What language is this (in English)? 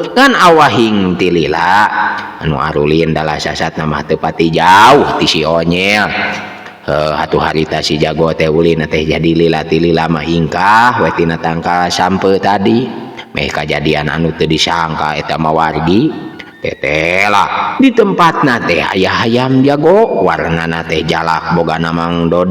Sundanese